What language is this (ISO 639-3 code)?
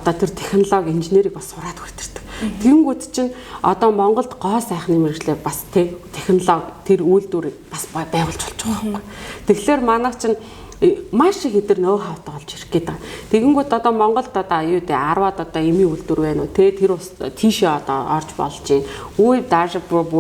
mon